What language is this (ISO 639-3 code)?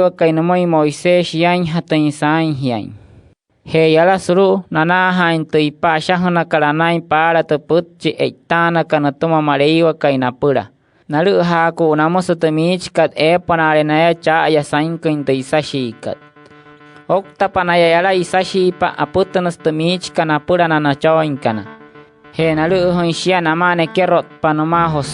guc